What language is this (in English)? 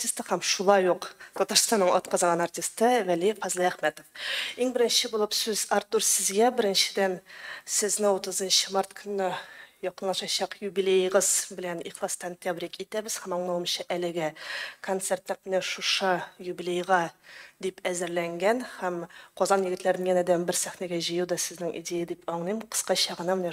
Tatar